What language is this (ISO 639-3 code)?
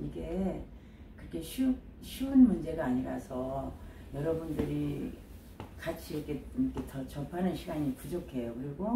kor